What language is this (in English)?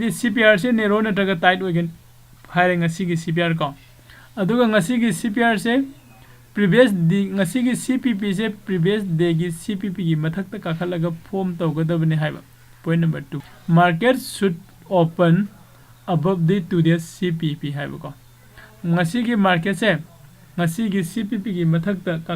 Manipuri